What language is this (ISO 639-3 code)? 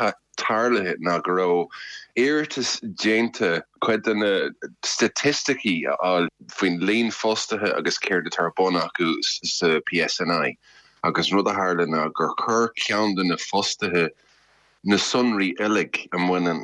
gle